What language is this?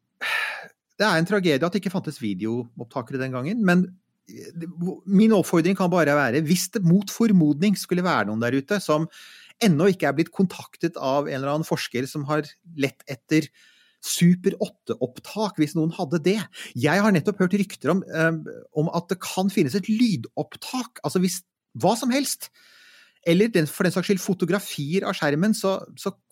Norwegian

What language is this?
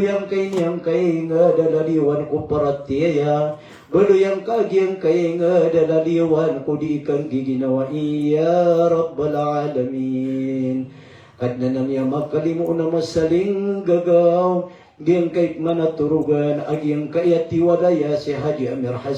Maranao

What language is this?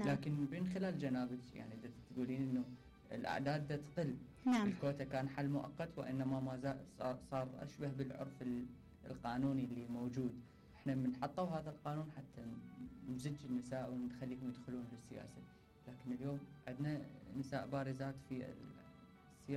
Mesopotamian Arabic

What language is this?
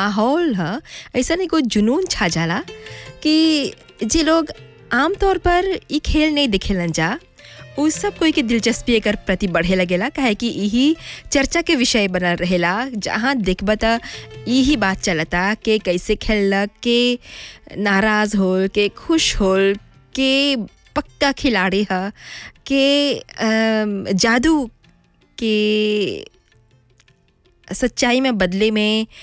Bhojpuri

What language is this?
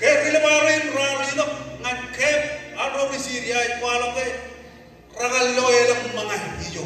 Marshallese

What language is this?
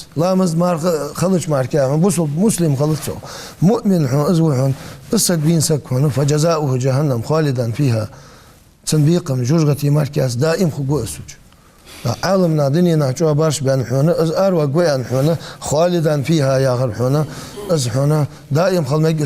Ingush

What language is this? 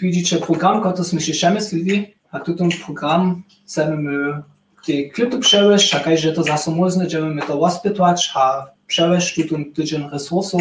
Upper Sorbian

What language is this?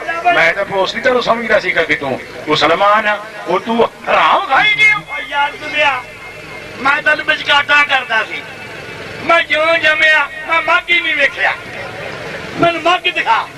Punjabi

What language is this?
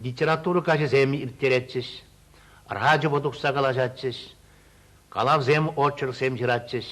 Chuvash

